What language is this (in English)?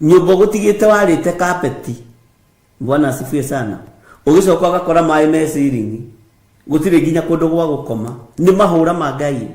Kikuyu